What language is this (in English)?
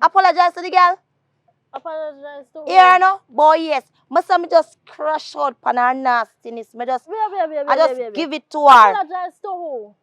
Jamaican Creole English